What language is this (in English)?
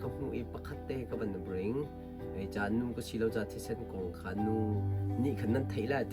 Hakha Chin